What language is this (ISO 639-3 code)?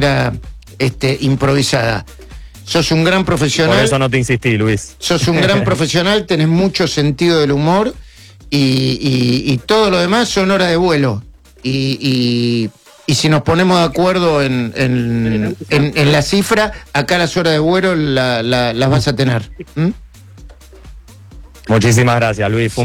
spa